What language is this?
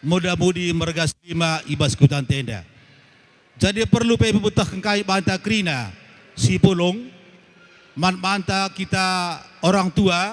Batak Karo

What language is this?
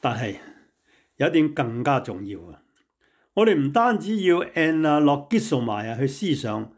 Cantonese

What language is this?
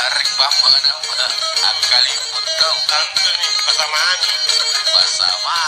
Makasar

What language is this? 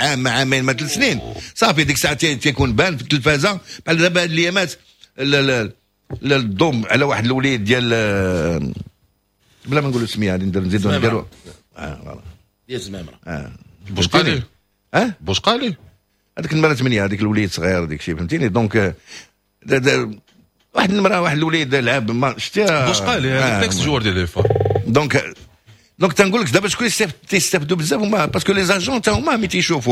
Moroccan Arabic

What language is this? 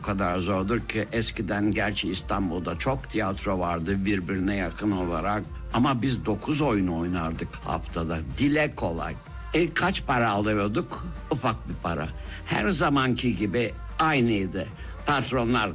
Turkish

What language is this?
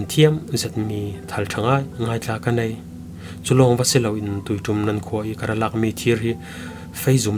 Falam Chin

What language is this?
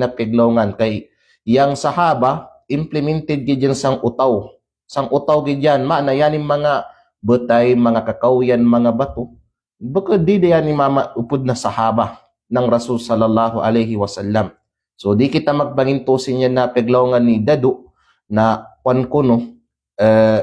Kalagan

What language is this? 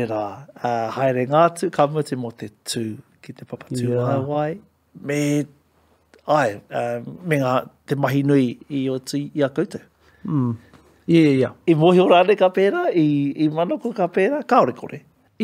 Māori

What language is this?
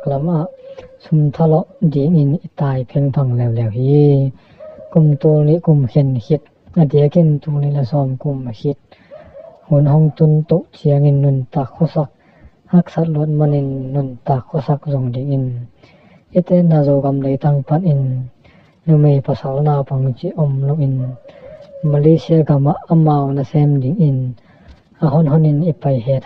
Tedim Chin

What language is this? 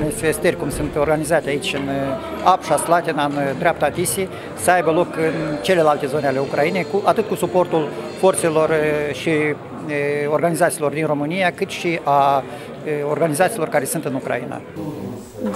Romanian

